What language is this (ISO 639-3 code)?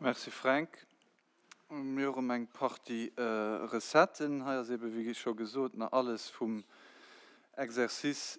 ltz